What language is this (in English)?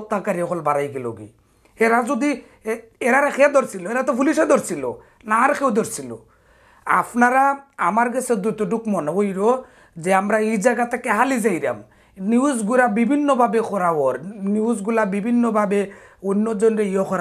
Sylheti